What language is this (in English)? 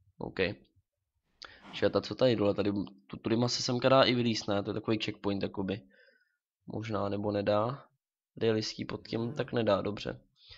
Czech